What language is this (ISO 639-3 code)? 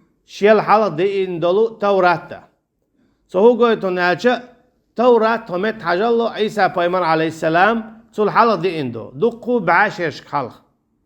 che